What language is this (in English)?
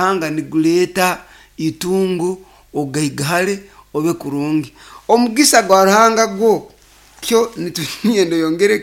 Nyoro